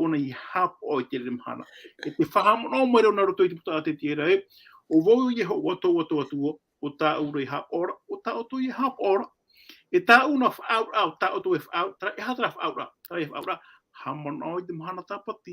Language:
Tahitian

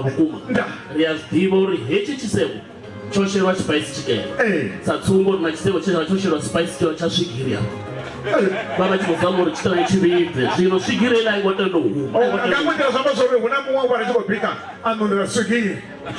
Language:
Venda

